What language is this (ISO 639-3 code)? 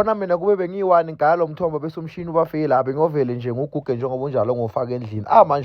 zul